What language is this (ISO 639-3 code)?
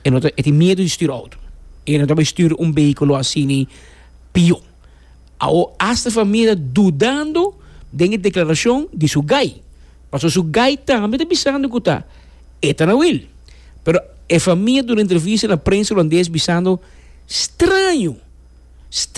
pap